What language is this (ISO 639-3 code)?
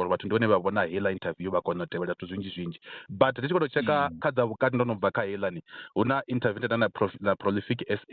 ven